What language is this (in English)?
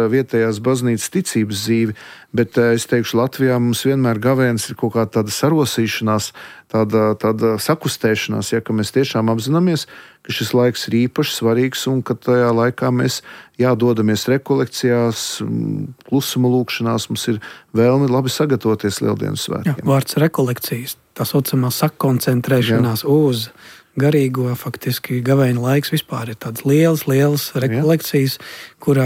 Latvian